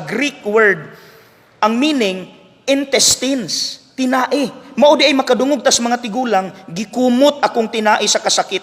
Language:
Cebuano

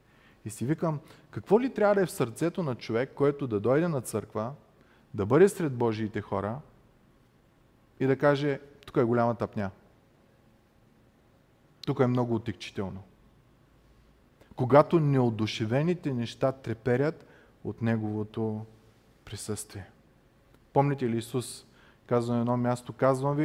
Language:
Bulgarian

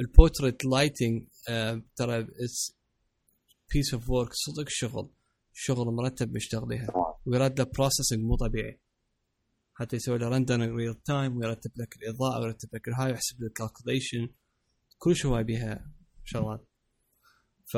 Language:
Mesopotamian Arabic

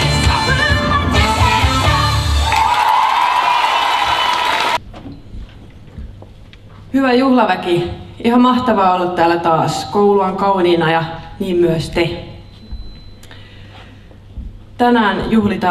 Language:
Finnish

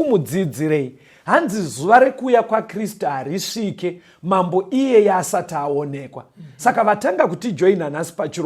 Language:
Shona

